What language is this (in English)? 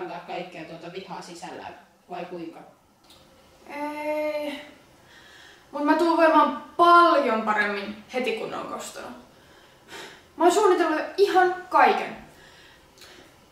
Finnish